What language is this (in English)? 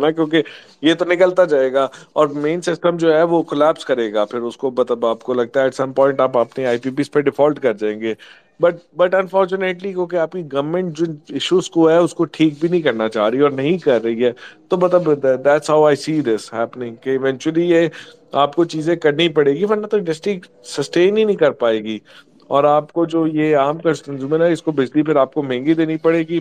Urdu